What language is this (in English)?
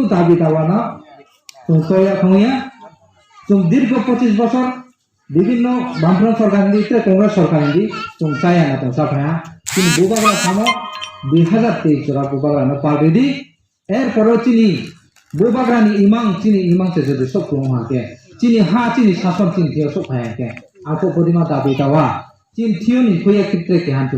Riang (India)